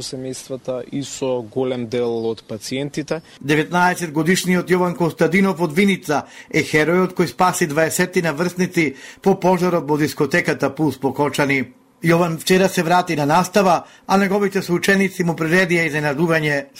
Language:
Macedonian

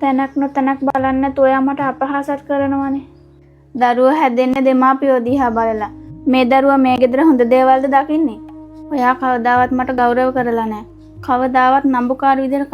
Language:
Sinhala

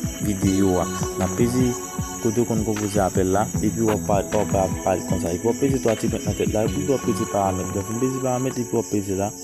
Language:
Haitian Creole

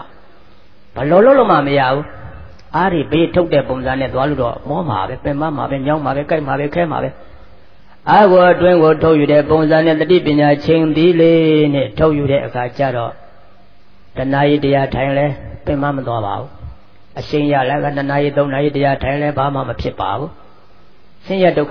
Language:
Burmese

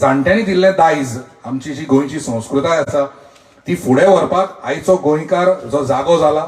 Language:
Konkani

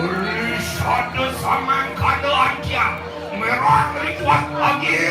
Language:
Balinese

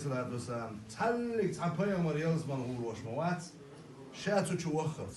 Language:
Chechen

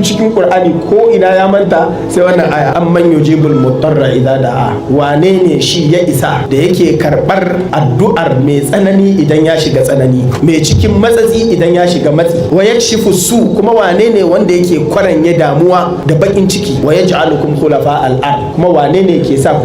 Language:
Hausa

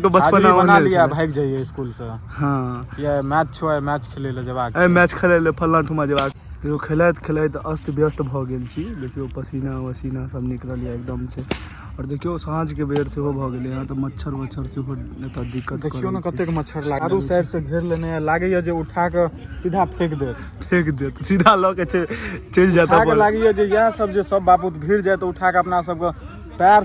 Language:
Maithili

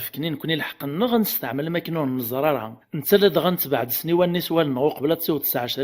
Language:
Kabyle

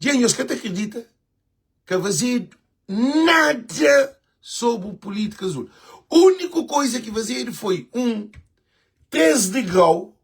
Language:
Kabuverdianu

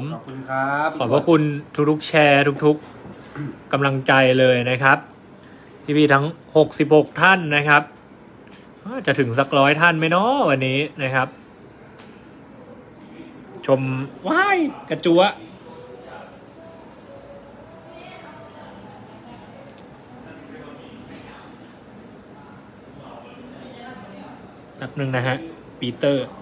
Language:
Thai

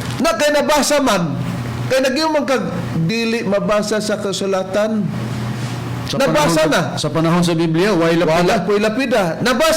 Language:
Cebuano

